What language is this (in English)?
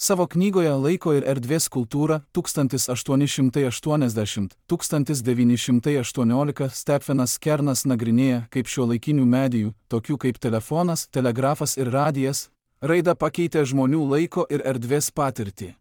Lithuanian